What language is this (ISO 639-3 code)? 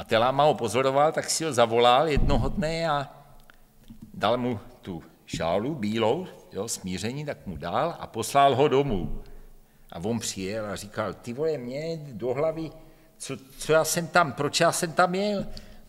ces